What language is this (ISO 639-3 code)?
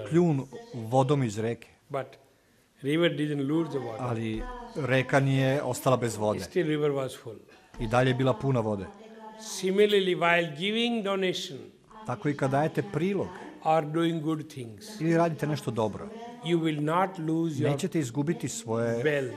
srp